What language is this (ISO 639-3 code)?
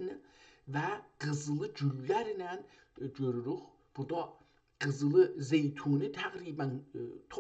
azb